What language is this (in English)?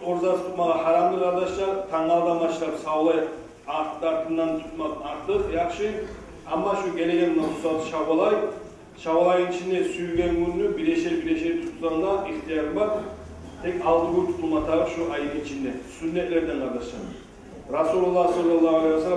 Kumyk